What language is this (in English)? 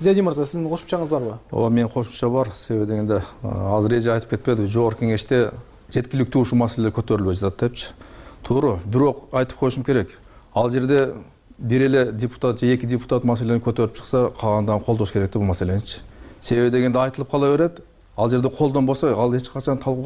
Kyrgyz